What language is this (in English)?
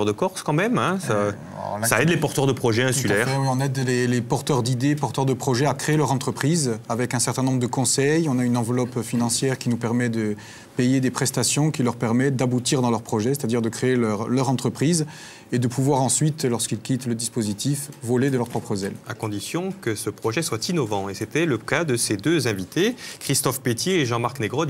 French